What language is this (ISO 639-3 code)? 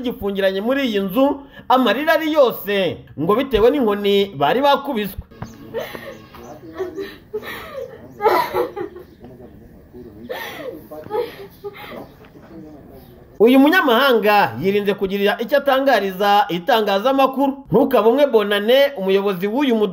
kin